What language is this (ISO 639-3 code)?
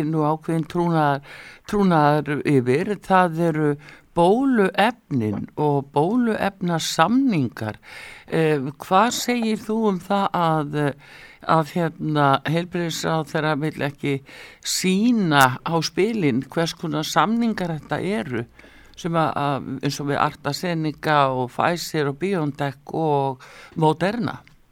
isl